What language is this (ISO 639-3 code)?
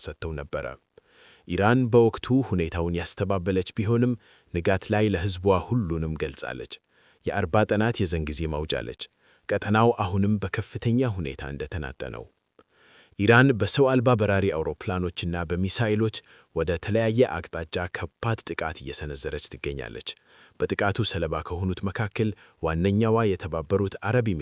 amh